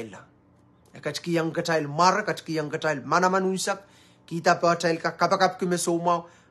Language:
Pohnpeian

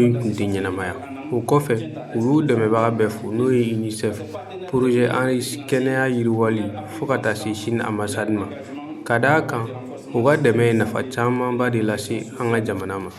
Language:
Bambara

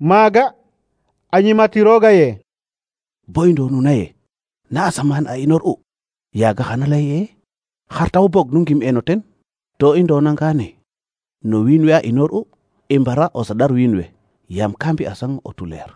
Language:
Serer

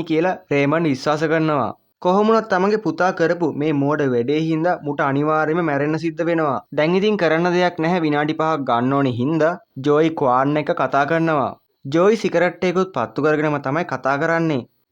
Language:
Sinhala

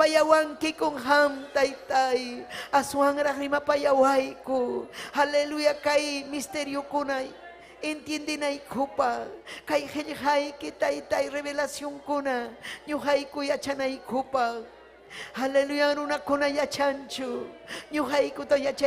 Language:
Ayacucho Quechua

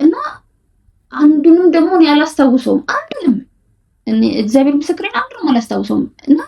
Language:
Amharic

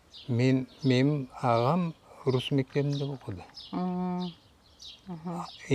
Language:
Crimean Tatar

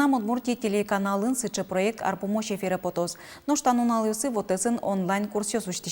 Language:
Udmurt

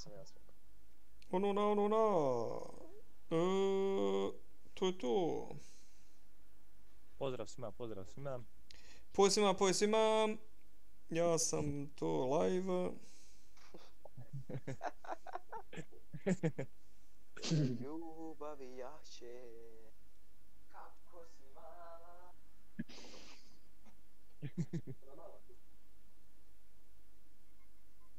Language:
Bosnian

